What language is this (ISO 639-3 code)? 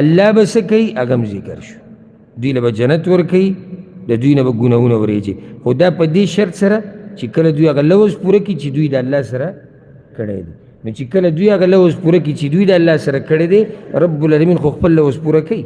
pus